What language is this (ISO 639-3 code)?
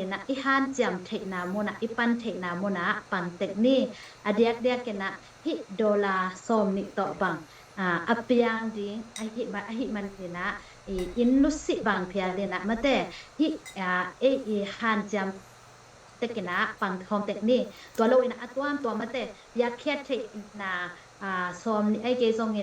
ctd